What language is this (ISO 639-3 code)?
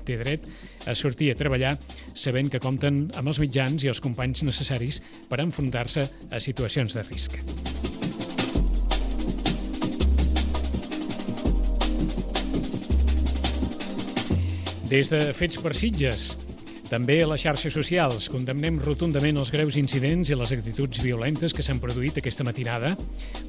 cat